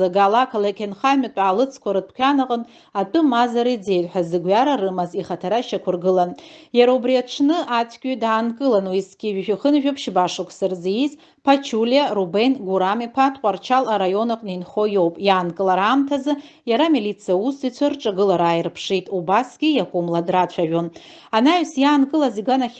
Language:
Abkhazian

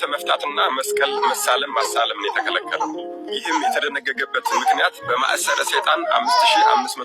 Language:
Amharic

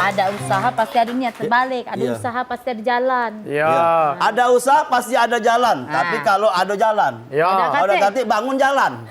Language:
Musi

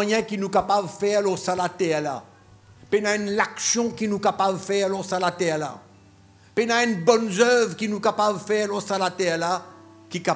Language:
Morisyen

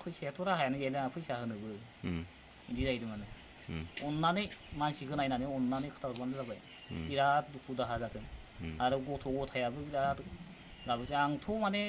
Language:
Bodo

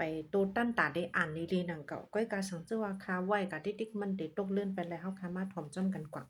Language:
Shan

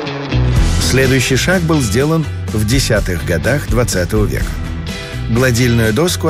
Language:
Russian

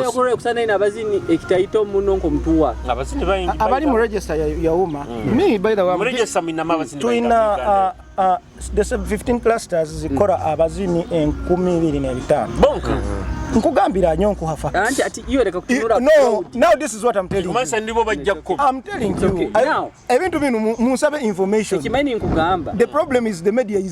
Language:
Nyoro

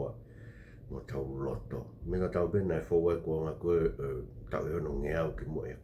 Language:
Tongan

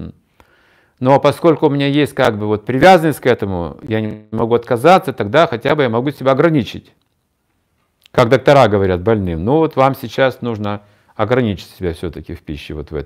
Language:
Russian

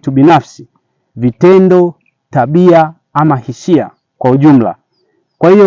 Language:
Swahili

